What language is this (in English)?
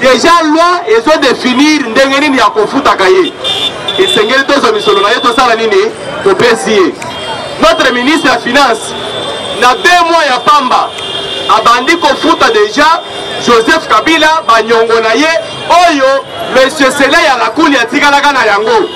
Lingala